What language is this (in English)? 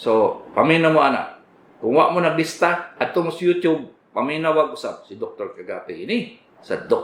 Cebuano